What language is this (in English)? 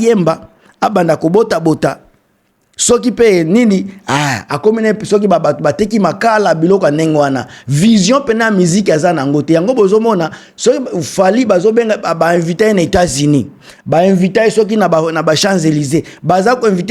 Lingala